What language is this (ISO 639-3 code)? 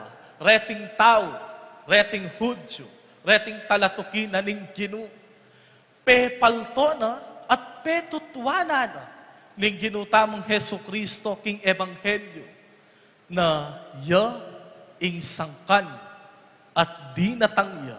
pam